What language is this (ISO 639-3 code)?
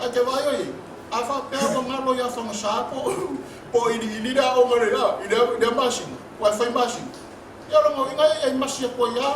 smo